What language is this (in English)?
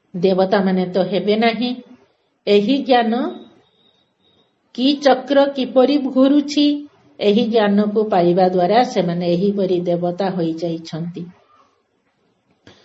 Odia